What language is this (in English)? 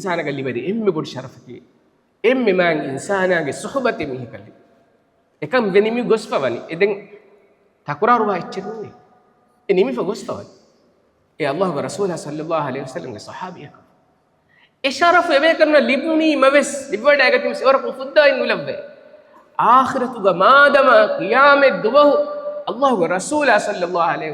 Divehi